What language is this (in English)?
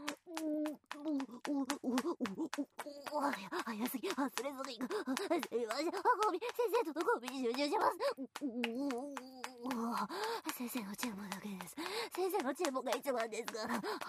Japanese